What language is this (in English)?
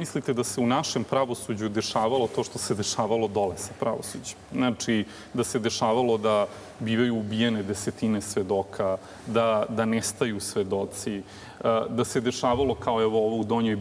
Serbian